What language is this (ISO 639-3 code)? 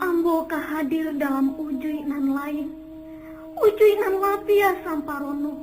min